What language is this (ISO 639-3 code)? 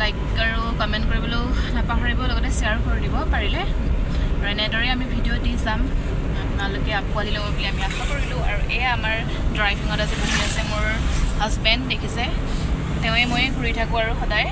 asm